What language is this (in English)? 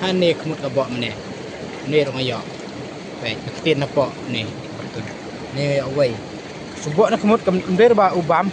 Khasi